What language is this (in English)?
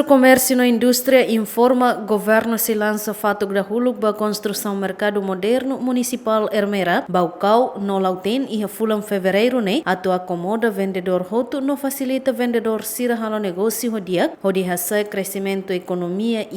Tetum